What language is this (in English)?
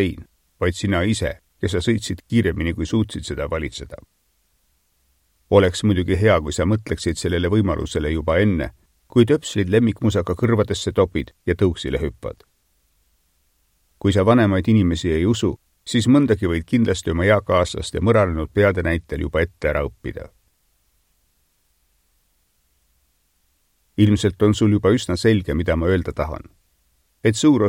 Estonian